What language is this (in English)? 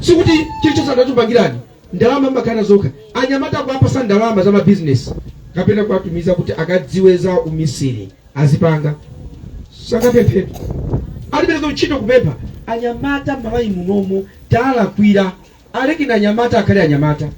Nyanja